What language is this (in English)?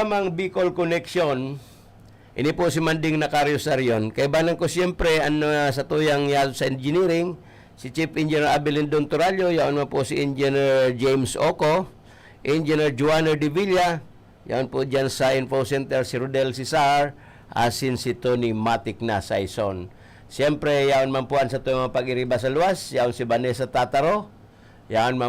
Bikol